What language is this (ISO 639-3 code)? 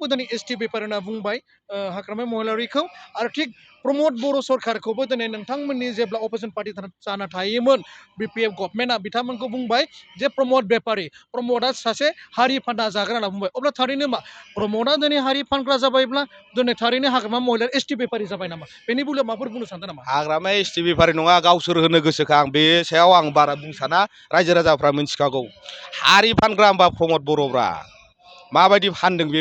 brx